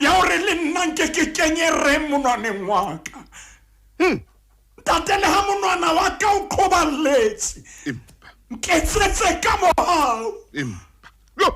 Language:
Southern Sotho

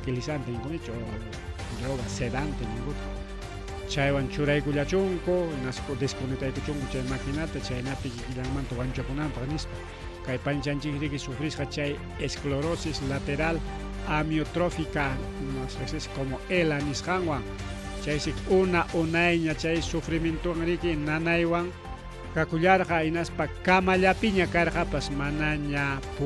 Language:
Ayacucho Quechua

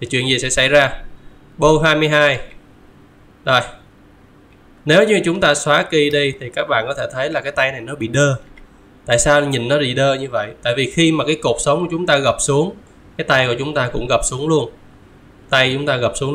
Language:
Vietnamese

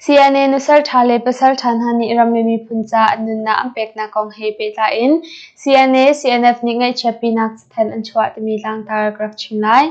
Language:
Hakha Chin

